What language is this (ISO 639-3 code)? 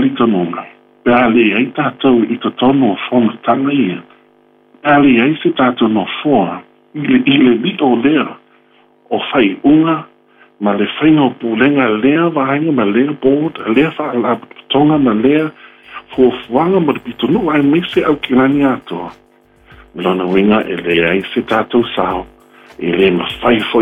smo